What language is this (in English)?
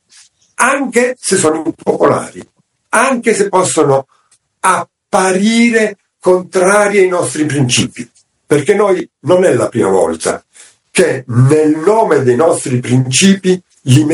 Italian